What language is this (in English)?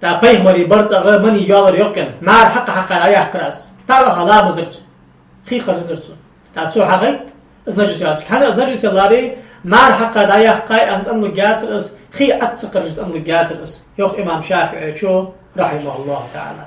Ingush